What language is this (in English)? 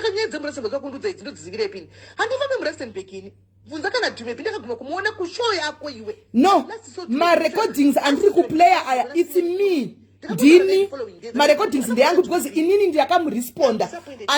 Shona